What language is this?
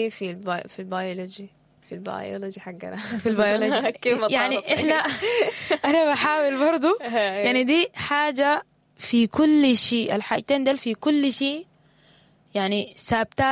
Sudanese Arabic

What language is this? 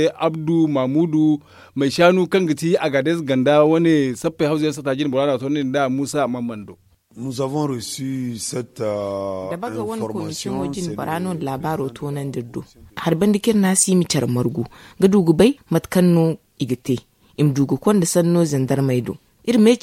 Zarma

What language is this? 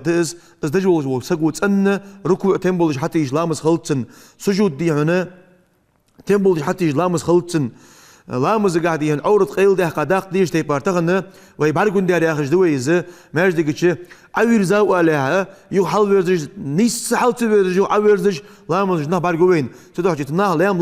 Ingush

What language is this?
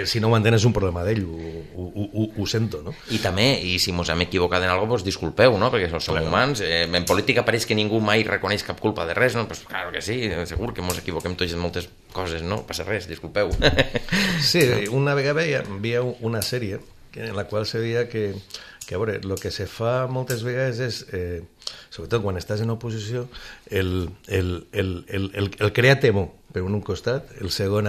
Catalan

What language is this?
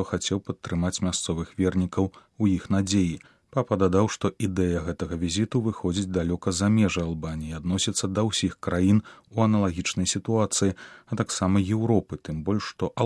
Belarusian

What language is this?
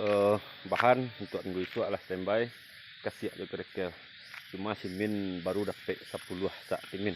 Minangkabau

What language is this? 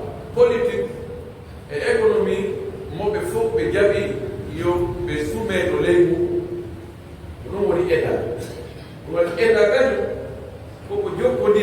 Pular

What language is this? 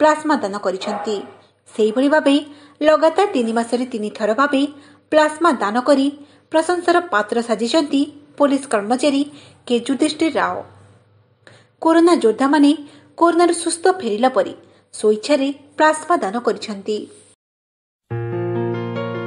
Odia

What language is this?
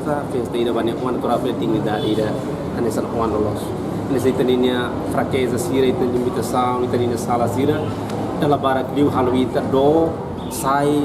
Tetum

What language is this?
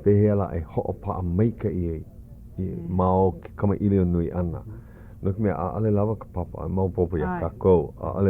Hawaiian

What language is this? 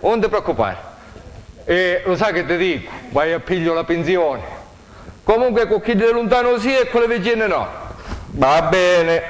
Sicilian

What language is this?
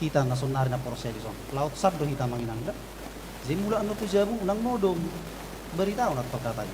Batak Toba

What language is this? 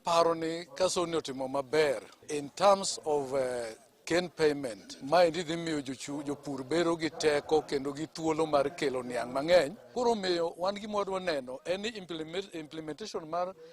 Luo (Kenya and Tanzania)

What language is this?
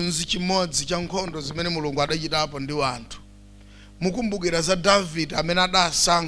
Nyanja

